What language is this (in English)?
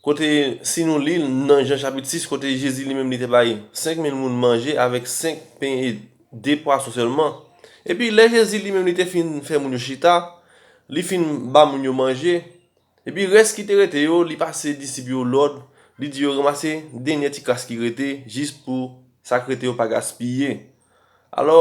Haitian Creole